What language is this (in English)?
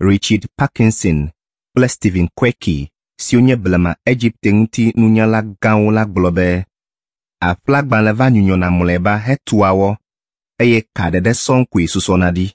Ewe